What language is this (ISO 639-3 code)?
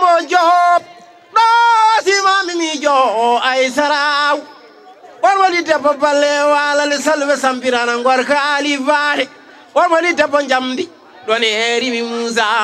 ful